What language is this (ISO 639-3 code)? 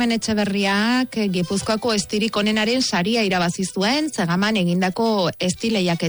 eus